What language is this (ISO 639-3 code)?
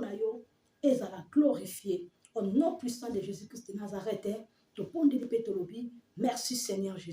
lin